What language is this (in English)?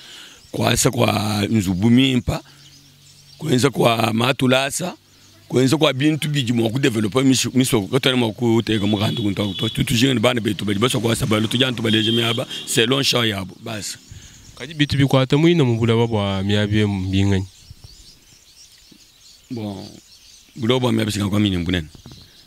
Luba-Lulua